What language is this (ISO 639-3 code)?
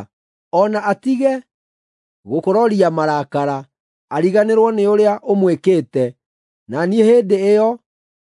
kik